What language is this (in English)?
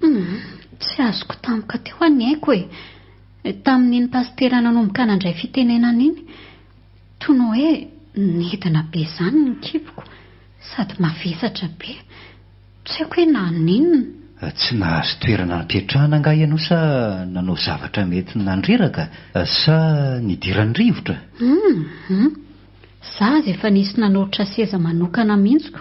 Malagasy